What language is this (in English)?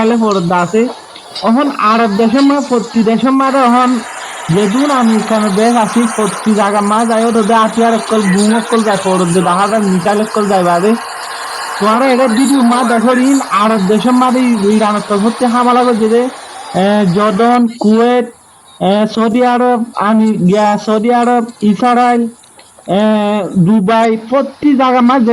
Rohingya